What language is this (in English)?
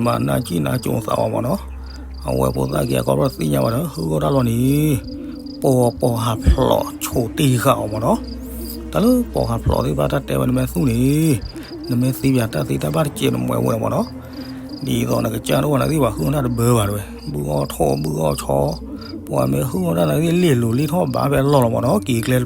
S'gaw Karen